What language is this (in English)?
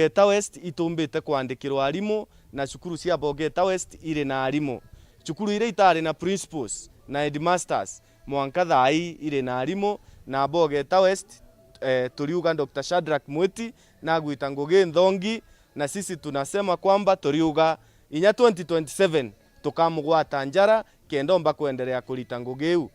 Meru